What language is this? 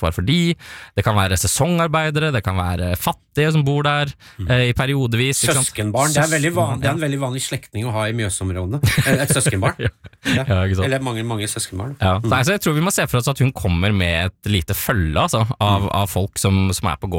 Norwegian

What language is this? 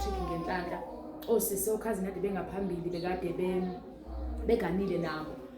Zulu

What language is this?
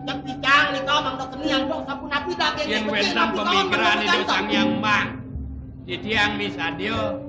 Balinese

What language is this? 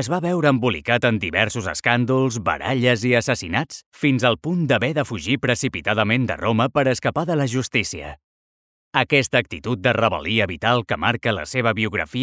Catalan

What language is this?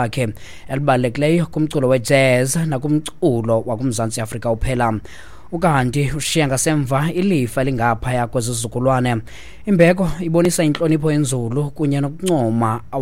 Xhosa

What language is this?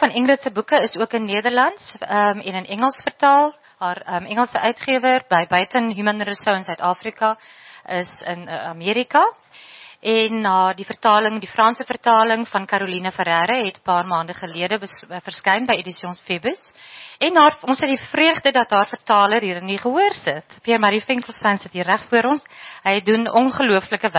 Afrikaans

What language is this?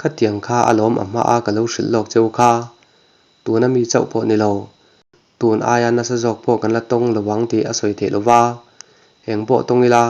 Mizo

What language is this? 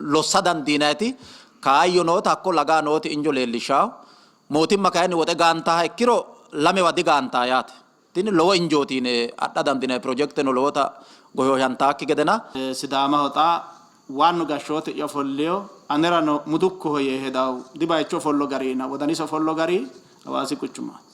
Sidamo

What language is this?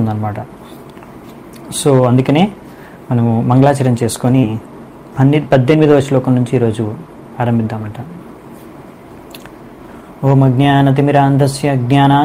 Telugu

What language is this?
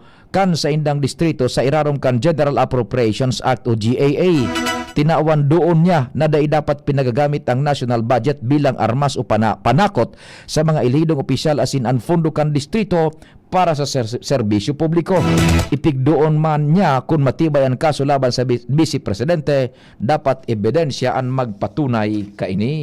Bikol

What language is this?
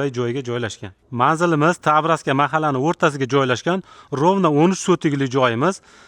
Uzbek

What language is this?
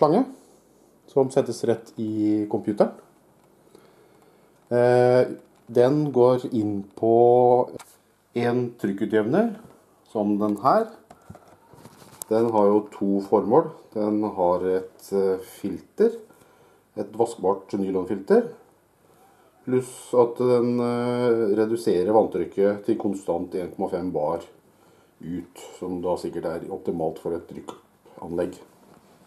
Norwegian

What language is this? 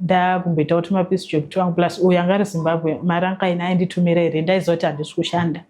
Shona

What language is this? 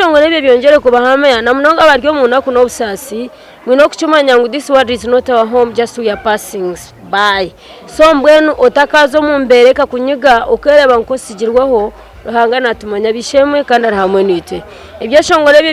Nyankole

